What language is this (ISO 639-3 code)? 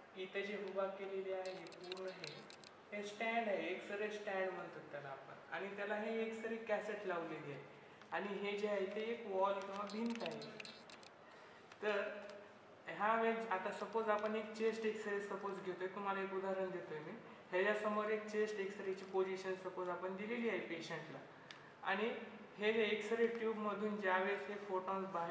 mar